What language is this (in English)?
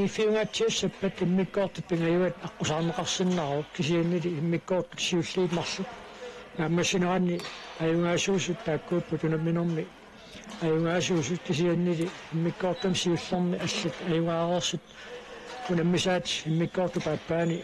Kalaallisut